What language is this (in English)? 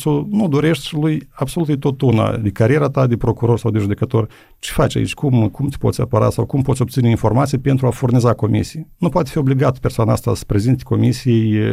Romanian